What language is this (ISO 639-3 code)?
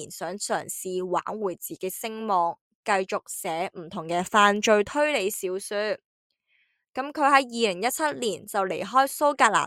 yue